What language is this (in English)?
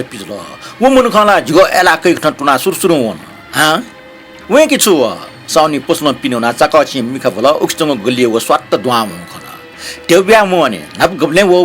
Newari